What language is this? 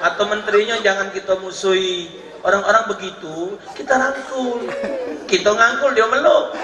Musi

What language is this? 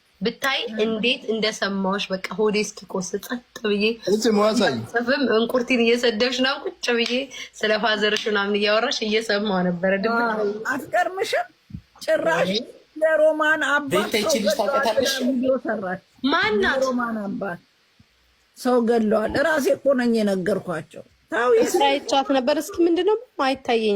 Amharic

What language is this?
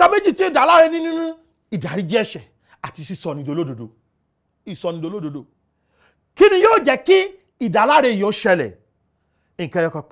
Yoruba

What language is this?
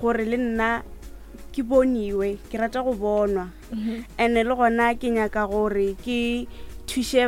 Northern Sotho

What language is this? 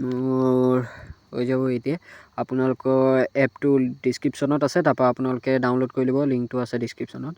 Assamese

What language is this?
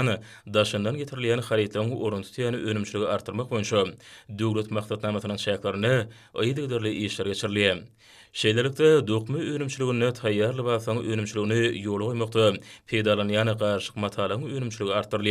Turkmen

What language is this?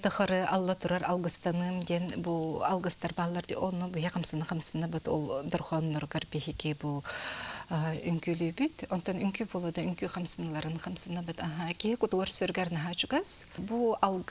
Yakut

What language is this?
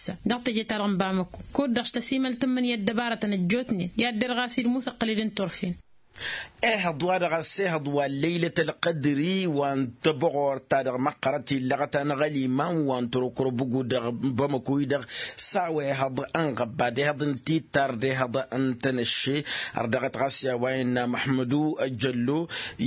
Tamasheq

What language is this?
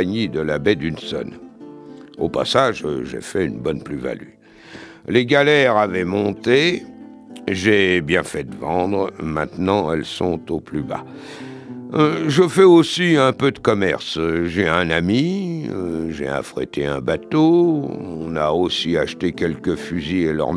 French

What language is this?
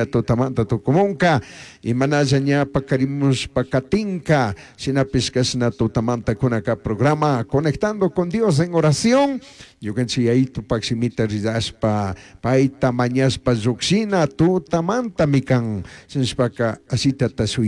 Chimborazo Highland Quichua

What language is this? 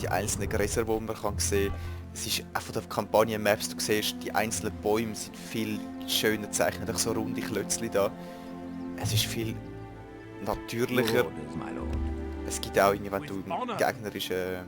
Swiss German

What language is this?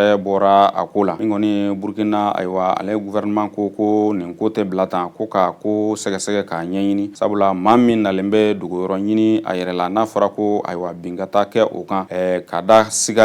Bambara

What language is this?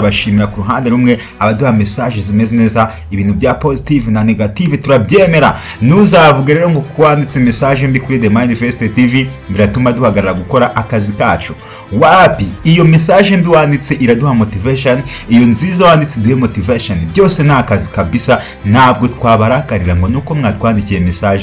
Kinyarwanda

